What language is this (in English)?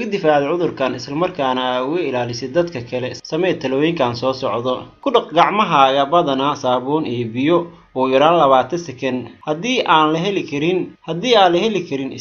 Somali